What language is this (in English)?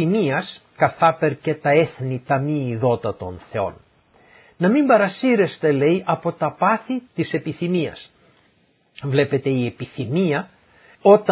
Greek